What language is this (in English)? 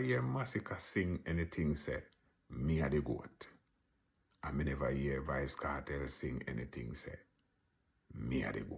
Jamaican Creole English